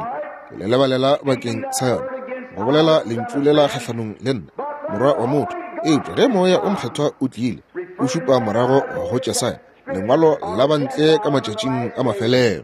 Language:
Northern Sotho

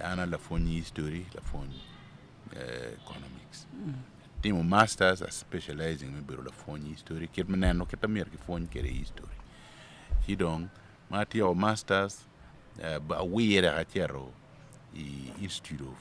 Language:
Acoli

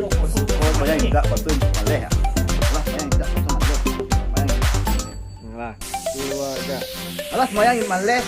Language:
Minangkabau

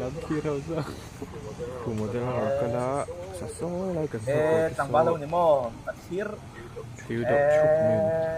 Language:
Mizo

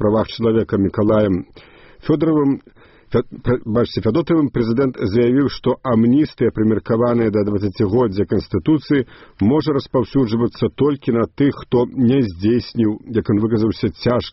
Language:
Belarusian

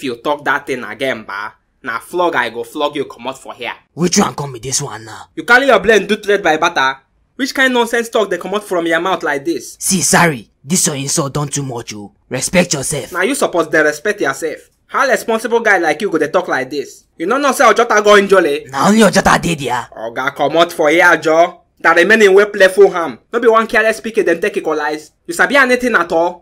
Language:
Nigerian Pidgin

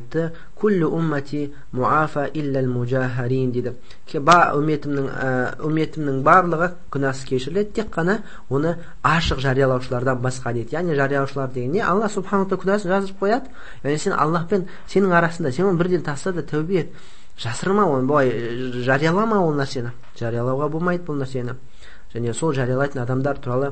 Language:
Kazakh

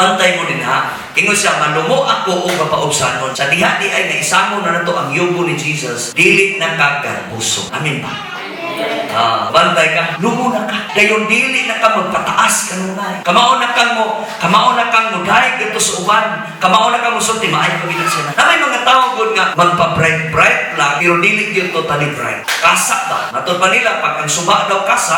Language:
Cebuano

